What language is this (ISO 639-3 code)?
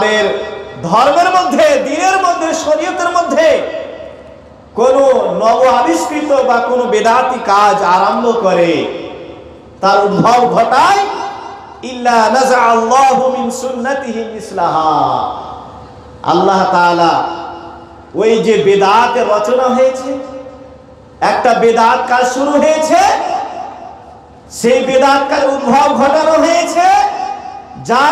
ben